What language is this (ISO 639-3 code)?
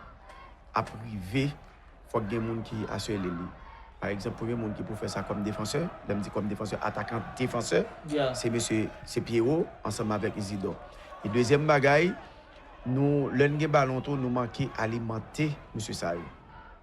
hat